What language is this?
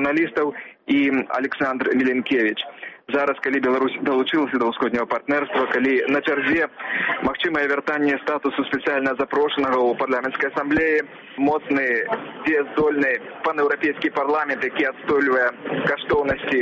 Belarusian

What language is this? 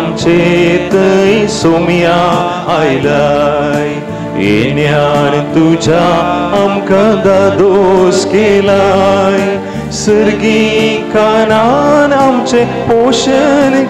Konkani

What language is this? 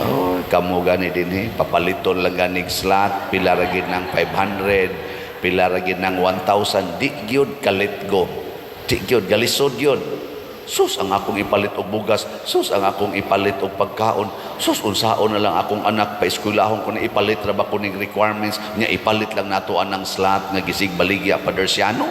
Cebuano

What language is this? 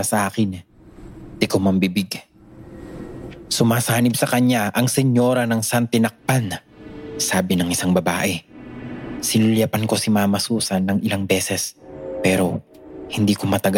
Filipino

